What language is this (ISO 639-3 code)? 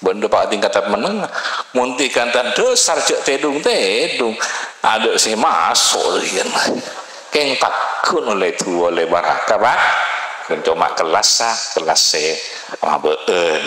mad